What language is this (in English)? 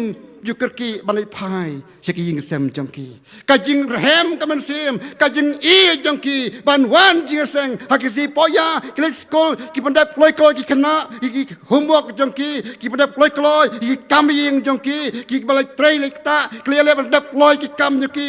Khasi